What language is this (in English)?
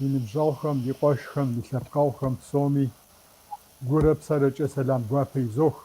Kabardian